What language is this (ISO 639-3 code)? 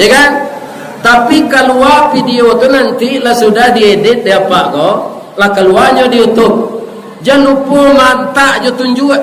min